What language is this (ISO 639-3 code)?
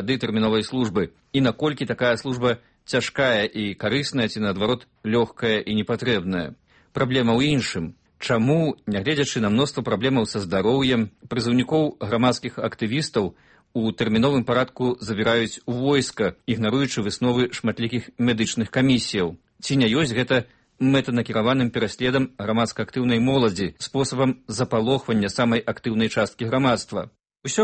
bel